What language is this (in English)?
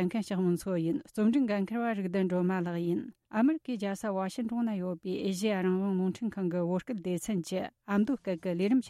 Tibetan